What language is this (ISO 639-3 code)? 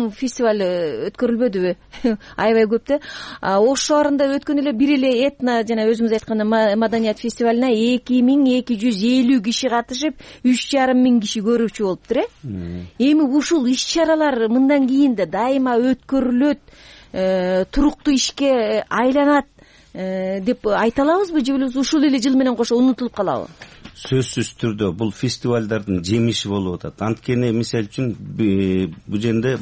kir